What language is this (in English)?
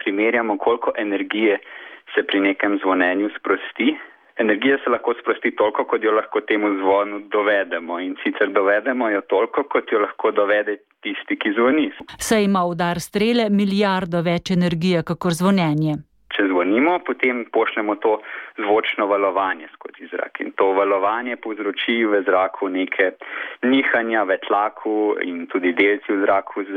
Slovenian